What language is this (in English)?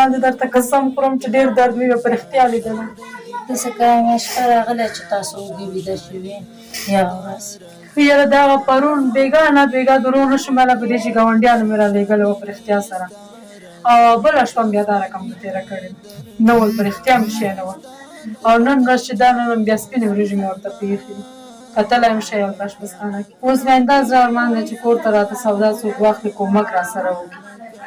Pashto